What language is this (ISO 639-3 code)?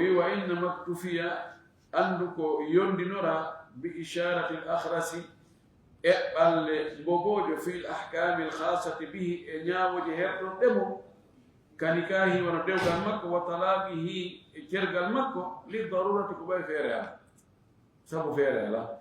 ful